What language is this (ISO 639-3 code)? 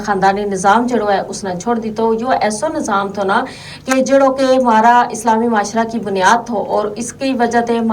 gju